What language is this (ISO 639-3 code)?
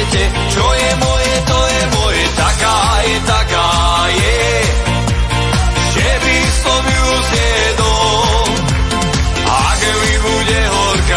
slk